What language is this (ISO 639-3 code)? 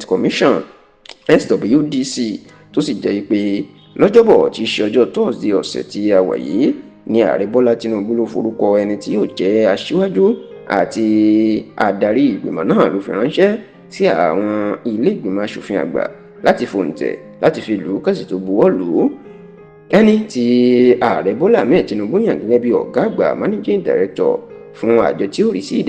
yor